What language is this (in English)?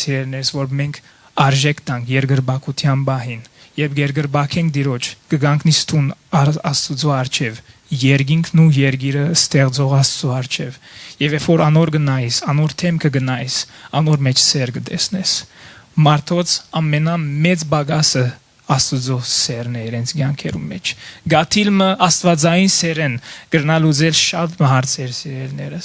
Western Armenian